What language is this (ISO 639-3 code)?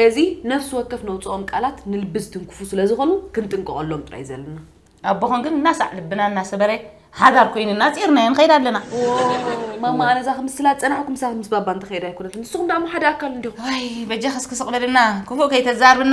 tir